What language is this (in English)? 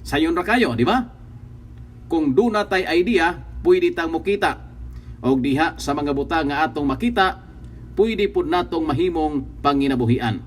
Cebuano